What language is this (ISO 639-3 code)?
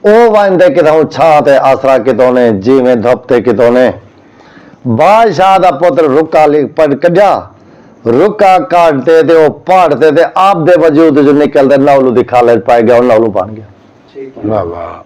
skr